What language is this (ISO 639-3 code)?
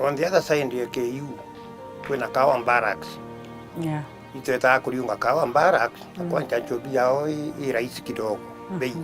mer